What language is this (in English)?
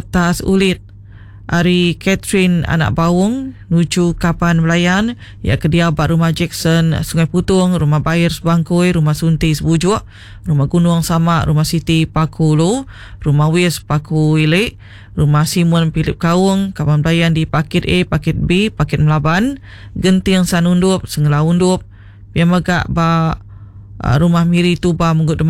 Iban